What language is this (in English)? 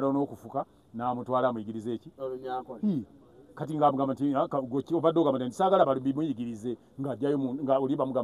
Ganda